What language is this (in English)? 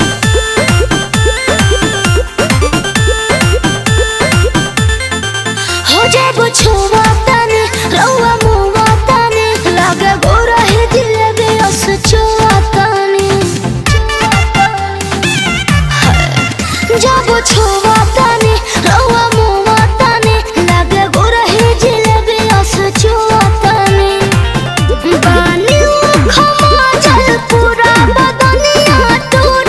Bhojpuri